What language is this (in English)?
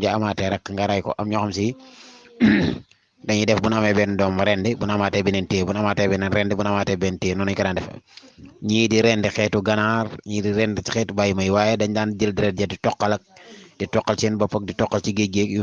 Wolof